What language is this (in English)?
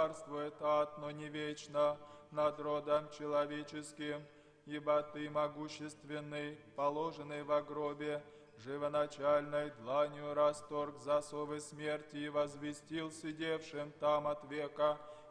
Abkhazian